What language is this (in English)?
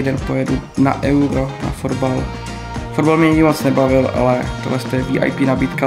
Czech